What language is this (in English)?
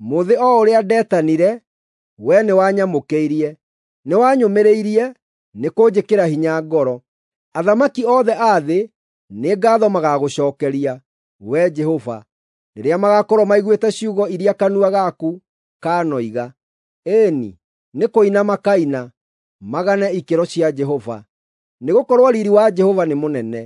Kikuyu